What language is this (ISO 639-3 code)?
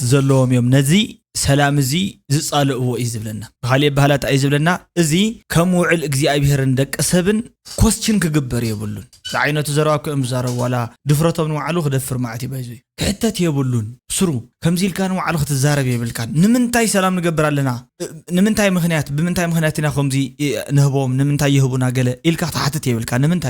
tir